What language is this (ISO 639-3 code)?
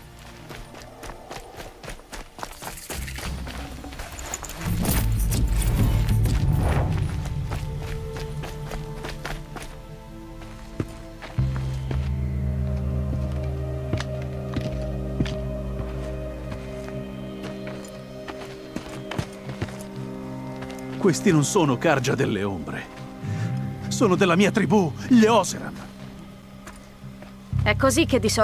ita